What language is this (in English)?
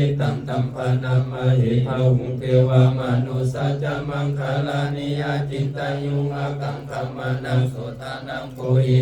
Pali